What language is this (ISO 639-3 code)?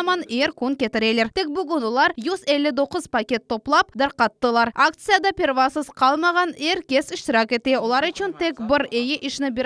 crh